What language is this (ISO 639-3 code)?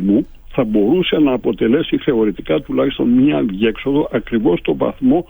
ell